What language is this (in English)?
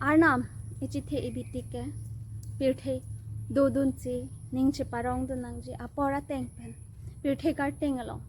Karbi